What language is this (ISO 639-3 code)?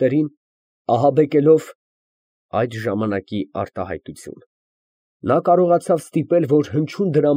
hye